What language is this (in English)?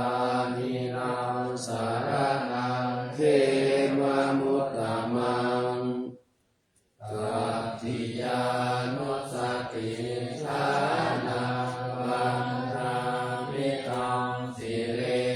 Pali